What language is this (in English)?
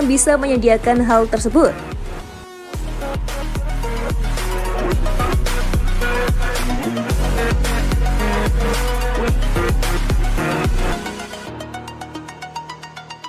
Indonesian